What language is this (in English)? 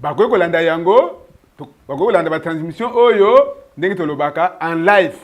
Lingala